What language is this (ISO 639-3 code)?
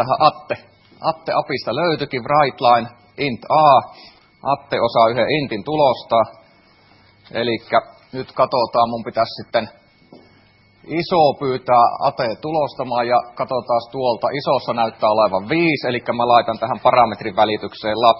fin